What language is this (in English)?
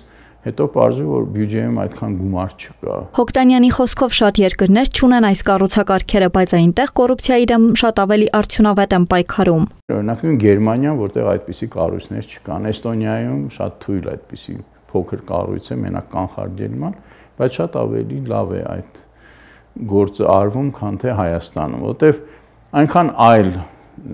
Armenian